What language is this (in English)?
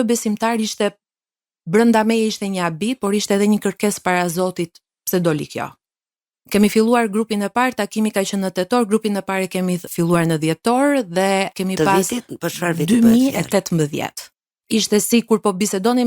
Albanian